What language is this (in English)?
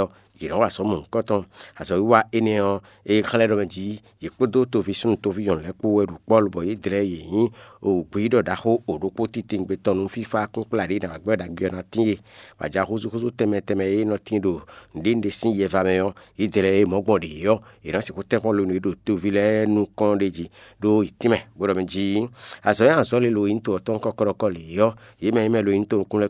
Fon